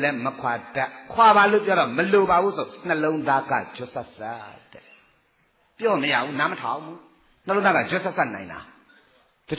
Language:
Burmese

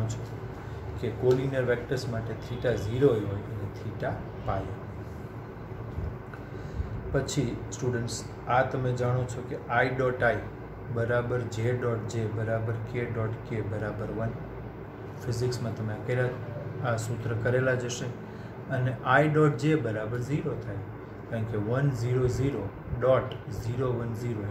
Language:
Gujarati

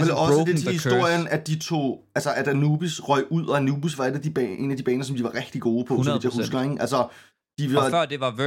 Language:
Danish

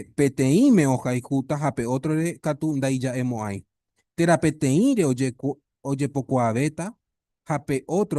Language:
Guarani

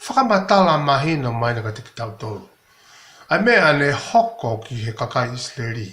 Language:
Tongan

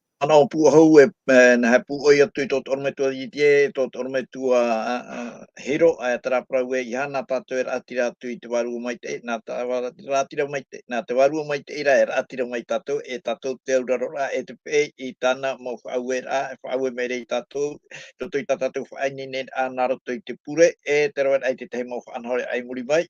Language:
Tahitian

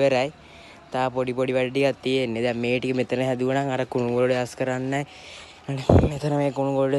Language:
Sinhala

